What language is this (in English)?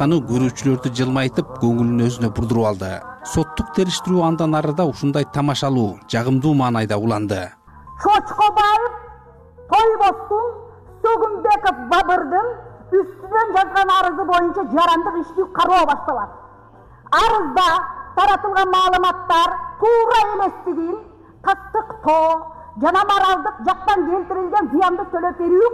Kyrgyz